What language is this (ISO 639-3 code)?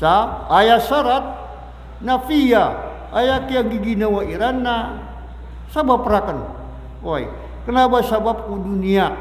mrw